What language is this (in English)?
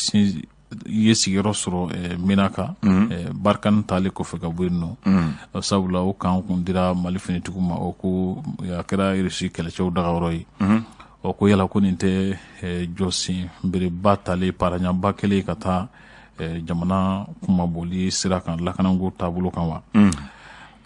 Bambara